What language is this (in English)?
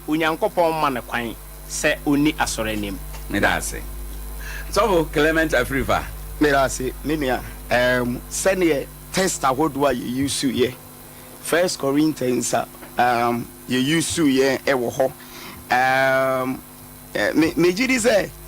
Akan